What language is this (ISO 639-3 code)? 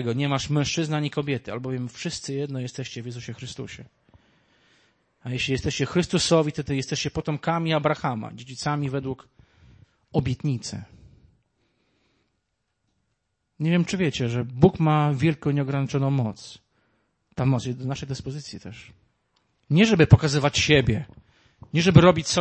pol